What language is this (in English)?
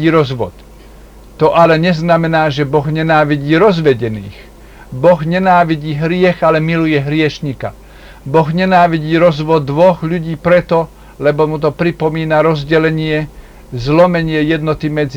Slovak